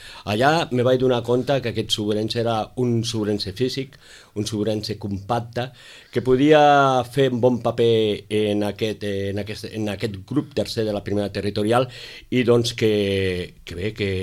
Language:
Catalan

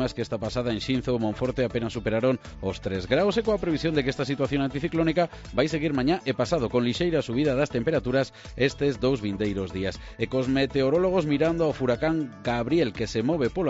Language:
Galician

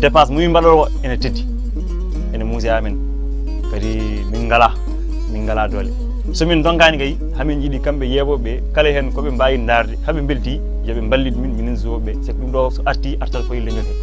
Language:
Fula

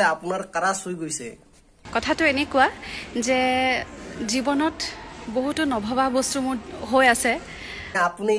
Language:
Assamese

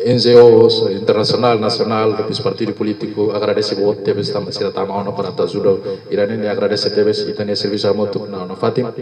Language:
Tetum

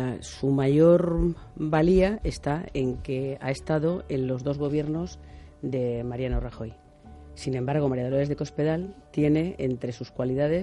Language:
Spanish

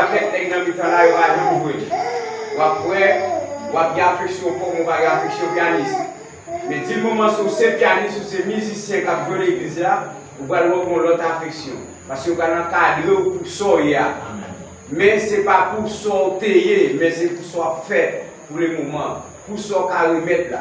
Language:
Haitian Creole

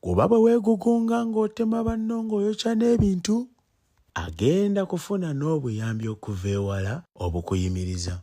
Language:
Ganda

